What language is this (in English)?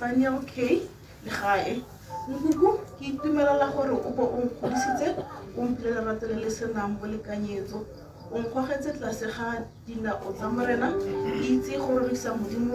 Tswana